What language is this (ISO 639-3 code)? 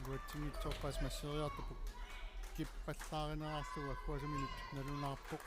kal